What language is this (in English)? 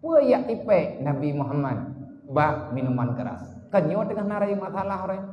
Achinese